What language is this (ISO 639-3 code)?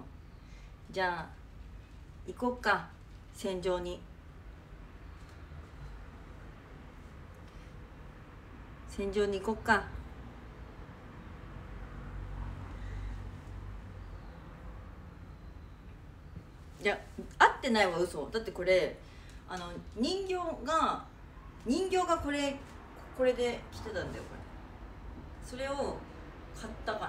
jpn